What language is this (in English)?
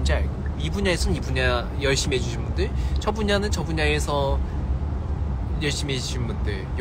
Korean